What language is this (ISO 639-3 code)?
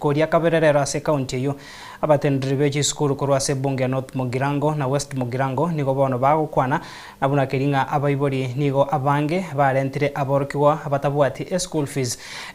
guz